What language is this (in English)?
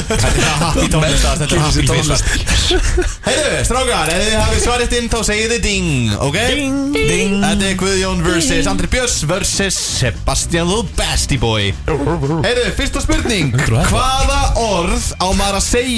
Icelandic